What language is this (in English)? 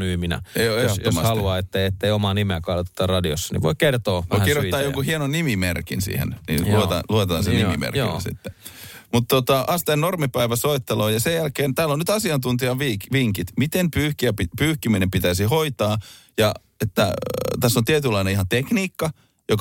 Finnish